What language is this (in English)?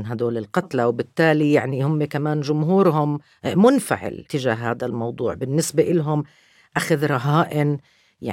North Levantine Arabic